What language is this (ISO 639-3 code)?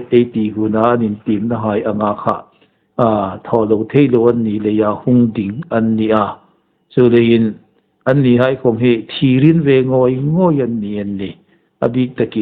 hmr